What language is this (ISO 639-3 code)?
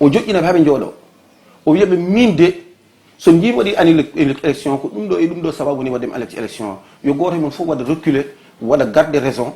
ful